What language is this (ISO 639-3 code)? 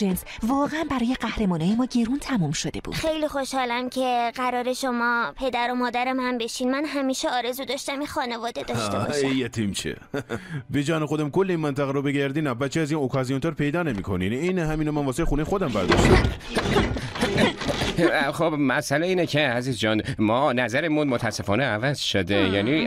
fas